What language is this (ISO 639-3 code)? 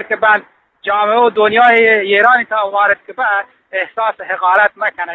bgp